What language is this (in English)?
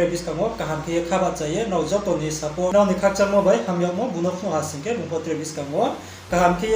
Riang (India)